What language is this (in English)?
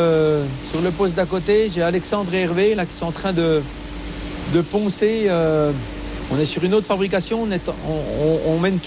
French